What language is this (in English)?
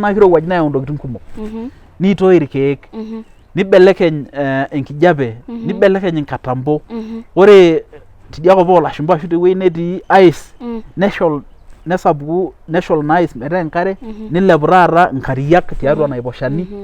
Masai